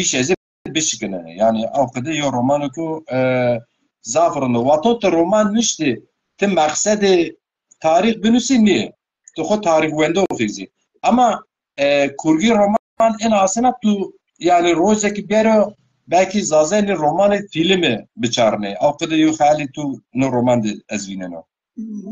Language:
Zaza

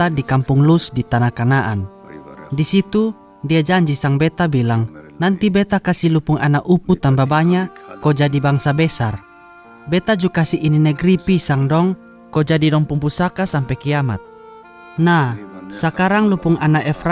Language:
Kupang Malay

